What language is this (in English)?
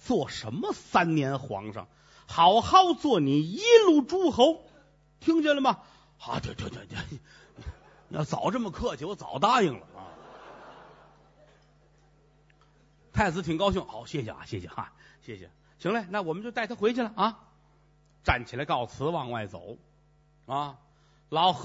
Chinese